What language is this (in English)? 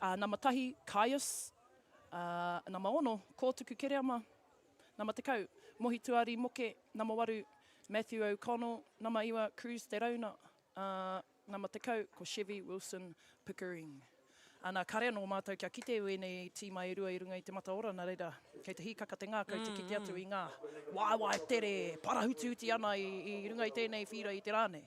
Māori